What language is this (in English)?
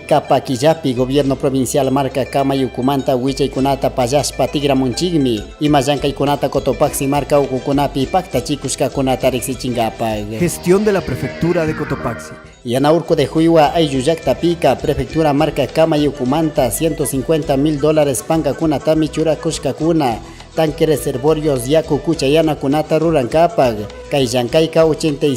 Chimborazo Highland Quichua